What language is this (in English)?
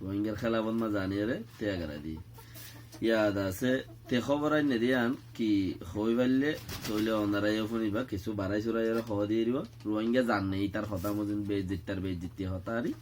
Rohingya